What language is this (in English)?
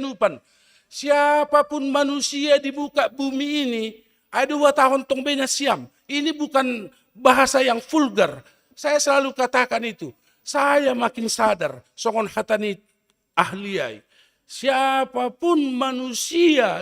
Batak Simalungun